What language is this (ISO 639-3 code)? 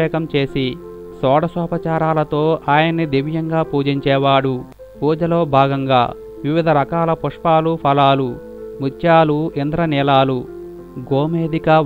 tel